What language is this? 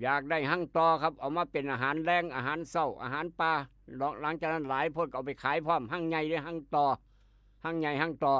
Northeastern Thai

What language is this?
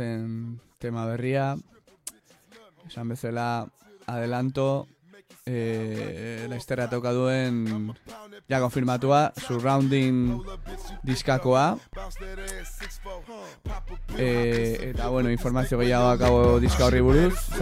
Basque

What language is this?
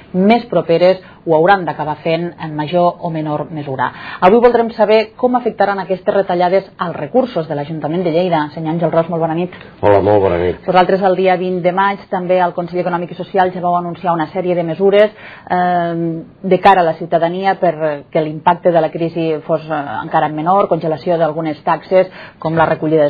Catalan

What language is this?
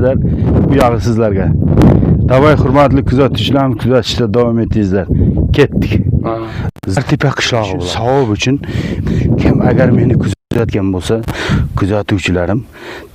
Uzbek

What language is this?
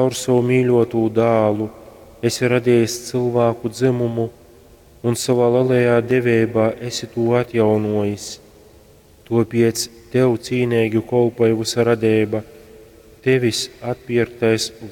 Latgalian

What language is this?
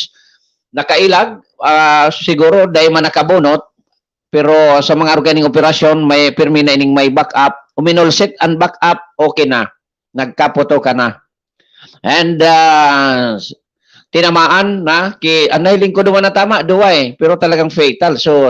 Bikol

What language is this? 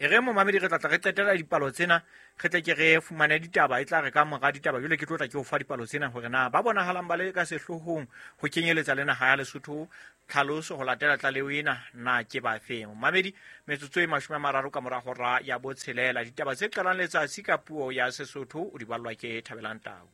Southern Sotho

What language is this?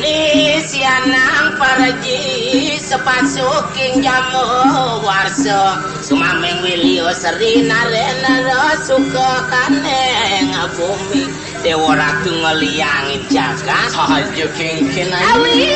Balinese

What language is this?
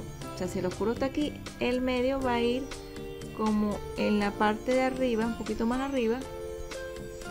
Spanish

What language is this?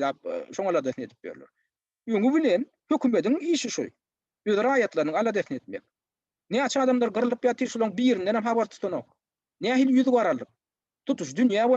Turkmen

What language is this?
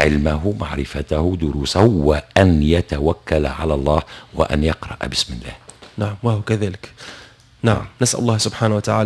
Tunisian Arabic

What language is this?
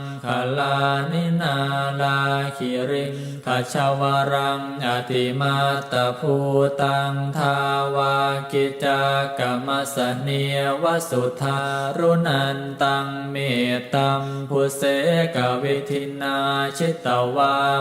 Pali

